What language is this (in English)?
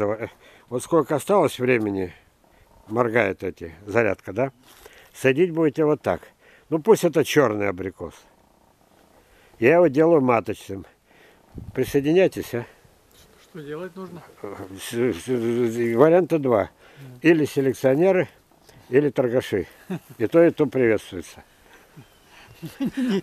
Russian